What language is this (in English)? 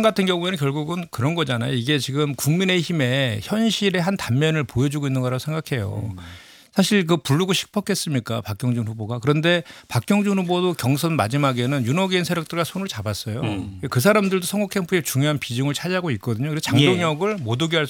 Korean